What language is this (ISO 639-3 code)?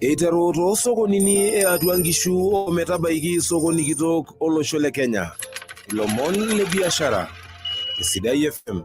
mas